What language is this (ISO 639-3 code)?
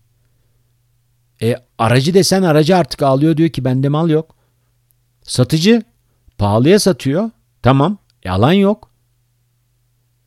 tur